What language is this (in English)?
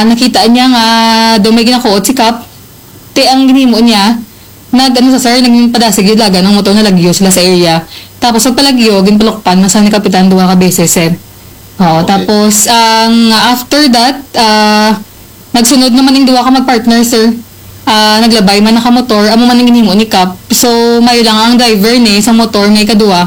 Hiligaynon